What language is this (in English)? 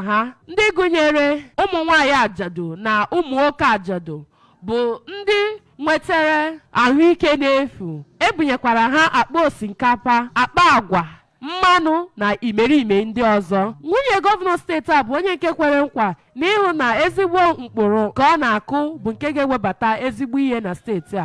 Igbo